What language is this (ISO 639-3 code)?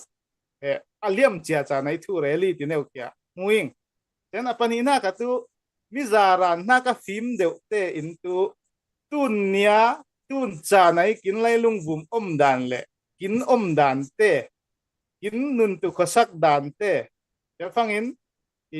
cfm